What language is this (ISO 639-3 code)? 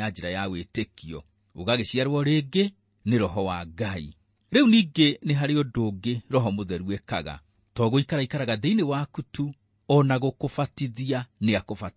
kik